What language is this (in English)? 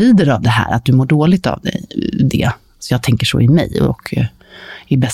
Swedish